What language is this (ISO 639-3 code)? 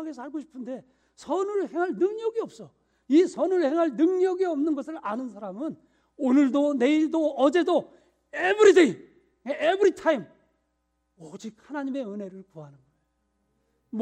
kor